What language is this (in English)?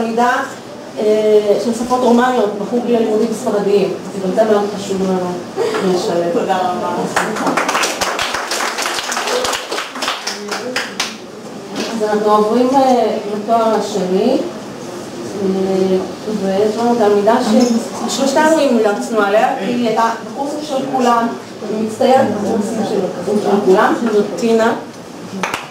Hebrew